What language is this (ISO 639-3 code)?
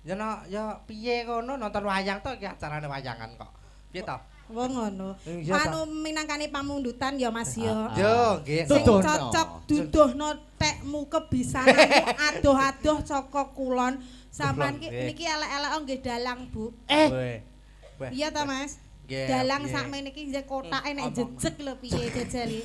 jav